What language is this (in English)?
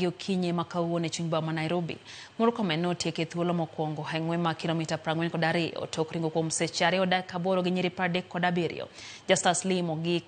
Luo (Kenya and Tanzania)